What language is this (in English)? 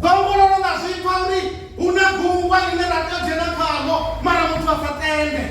Venda